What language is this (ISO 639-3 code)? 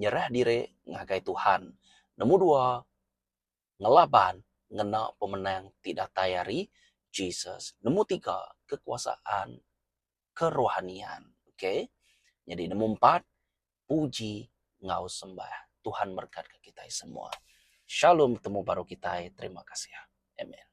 iba